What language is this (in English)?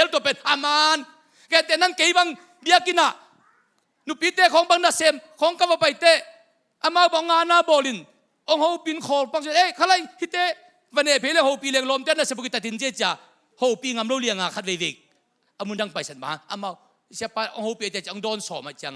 Tedim Chin